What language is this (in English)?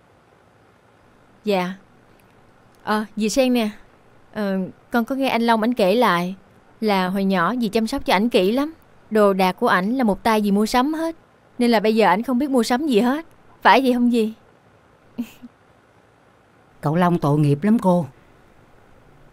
Vietnamese